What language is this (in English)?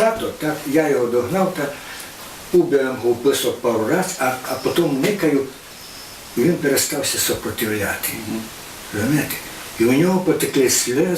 Rusyn